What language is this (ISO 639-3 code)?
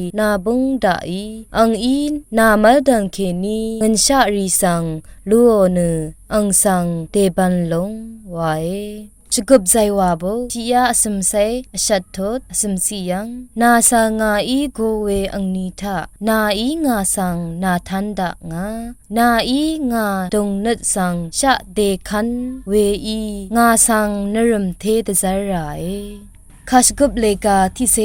raw